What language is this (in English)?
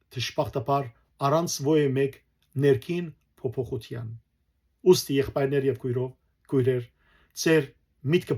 Western Armenian